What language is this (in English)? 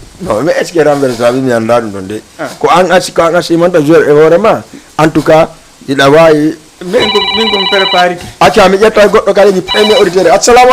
Fula